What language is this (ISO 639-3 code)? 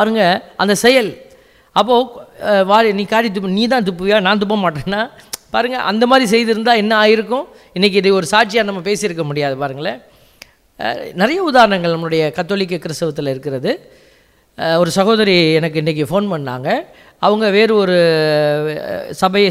tam